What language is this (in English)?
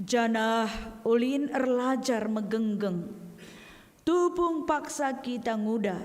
Batak Karo